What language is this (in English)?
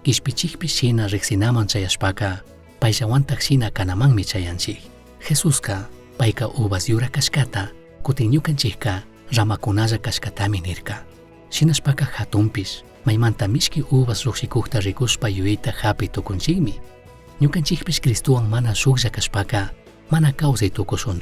Chimborazo Highland Quichua